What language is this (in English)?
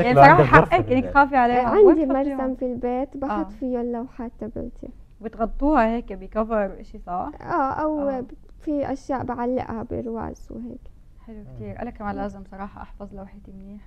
North Levantine Arabic